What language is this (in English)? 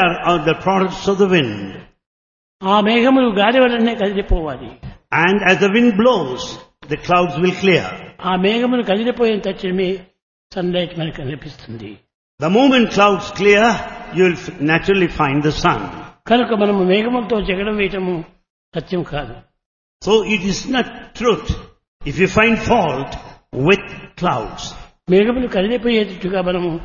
Telugu